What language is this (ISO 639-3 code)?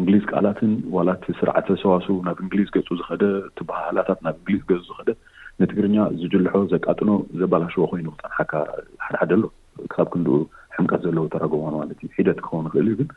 tir